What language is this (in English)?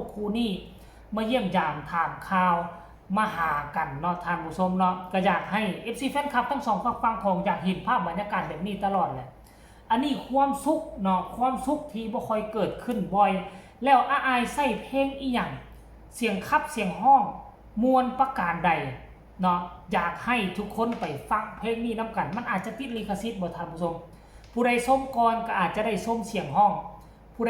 Northeastern Thai